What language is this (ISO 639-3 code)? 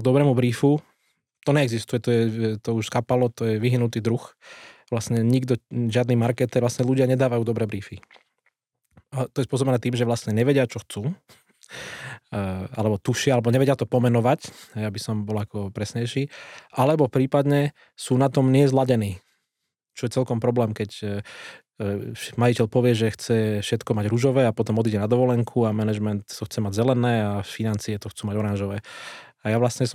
slk